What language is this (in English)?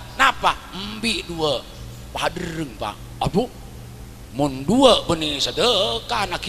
Madurese